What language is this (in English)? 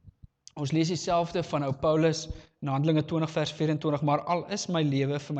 Afrikaans